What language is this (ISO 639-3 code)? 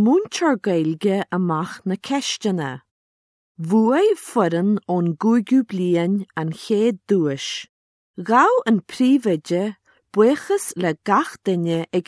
gle